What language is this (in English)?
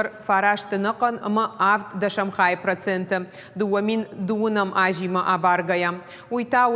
Ossetic